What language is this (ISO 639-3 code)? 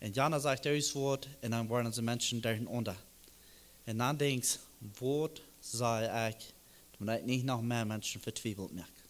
pdt